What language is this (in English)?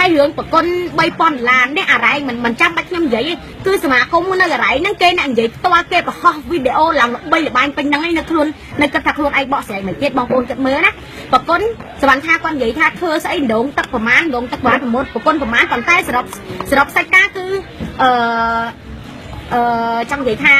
Khmer